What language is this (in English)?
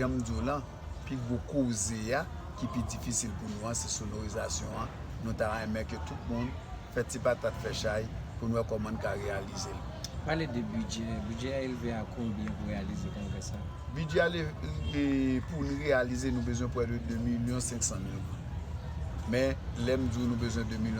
Haitian Creole